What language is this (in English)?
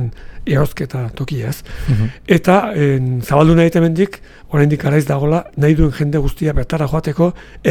Basque